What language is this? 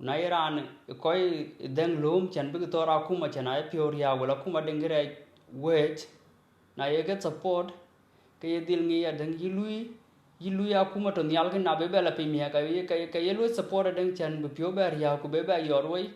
Dinka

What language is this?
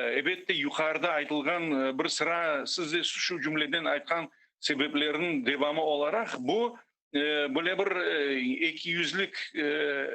Crimean Tatar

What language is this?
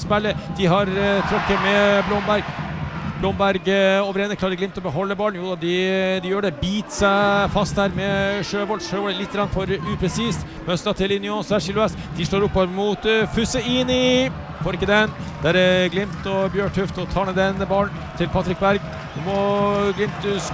Norwegian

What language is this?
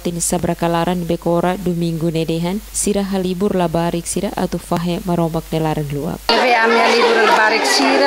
Tetum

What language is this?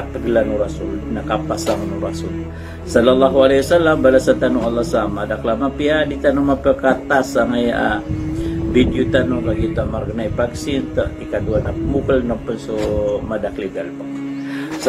Maranao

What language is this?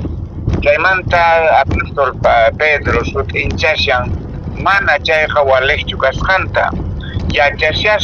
Quechua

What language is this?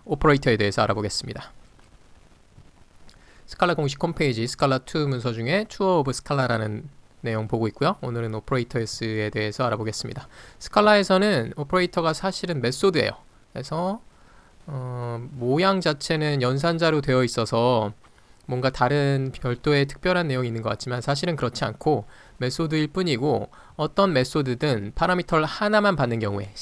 Korean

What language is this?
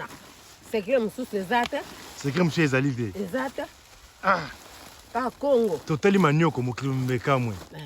Lingala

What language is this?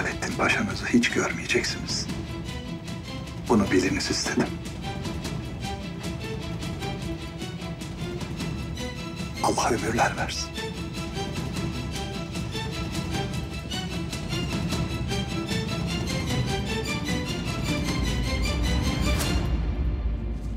Turkish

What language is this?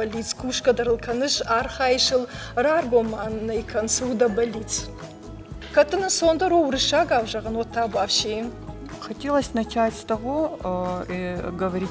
Ossetic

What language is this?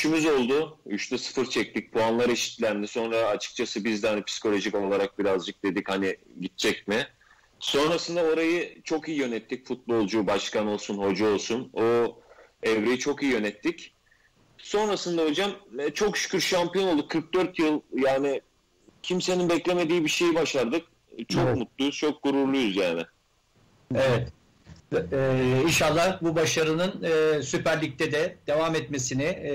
Turkish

